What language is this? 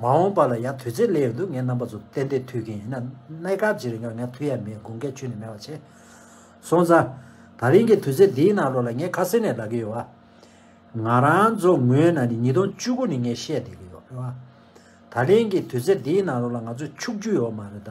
Tibetan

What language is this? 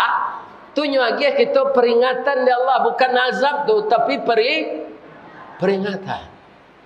Minangkabau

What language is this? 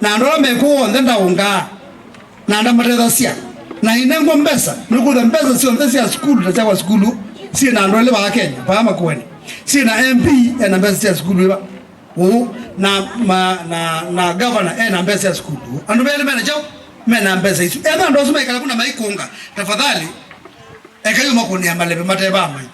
Kamba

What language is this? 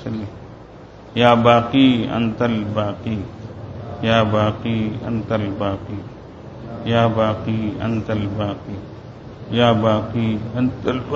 Urdu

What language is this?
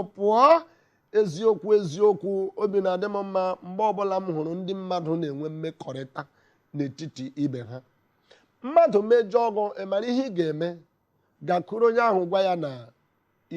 Igbo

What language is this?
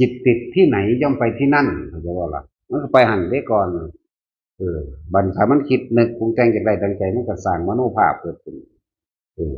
Northeastern Thai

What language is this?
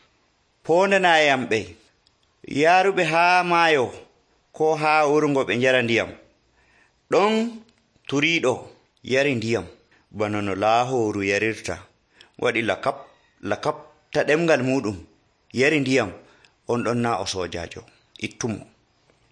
Nigerian Fulfulde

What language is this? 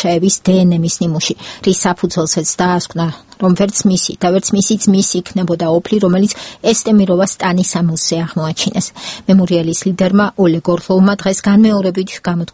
Georgian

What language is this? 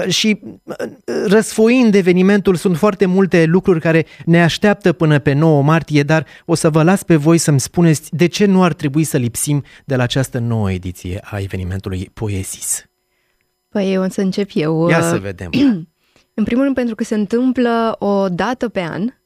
Romanian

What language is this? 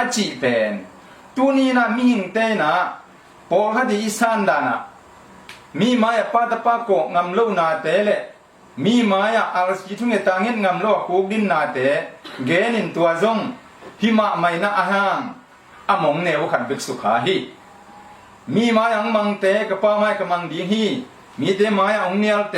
Tedim Chin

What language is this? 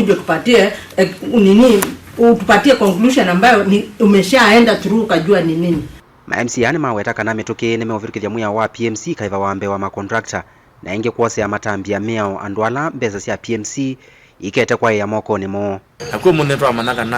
Kamba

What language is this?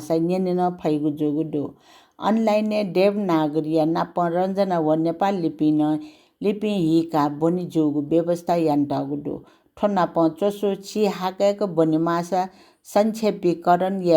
Newari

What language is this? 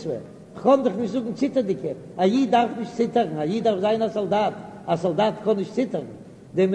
Yiddish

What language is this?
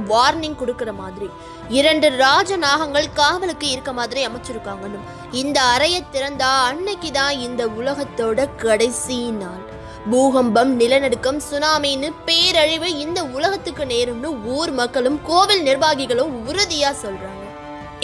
Tamil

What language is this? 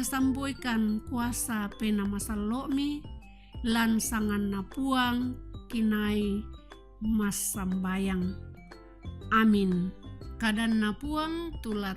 Toraja-Sa'dan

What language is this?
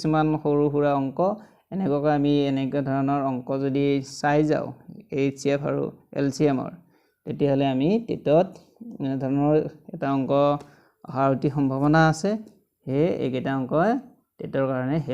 Assamese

